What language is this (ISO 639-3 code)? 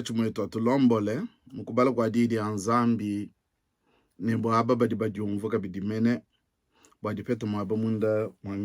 lua